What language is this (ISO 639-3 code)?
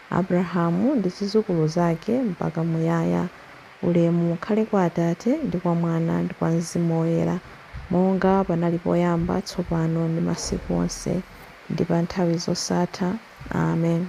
nya